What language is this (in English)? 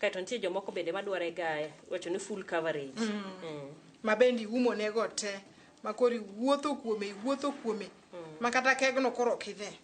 Luo (Kenya and Tanzania)